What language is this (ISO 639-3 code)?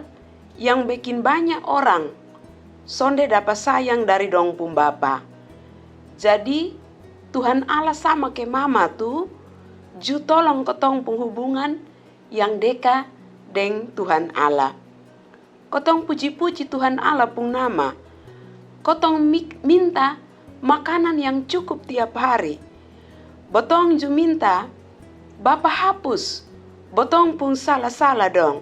mkn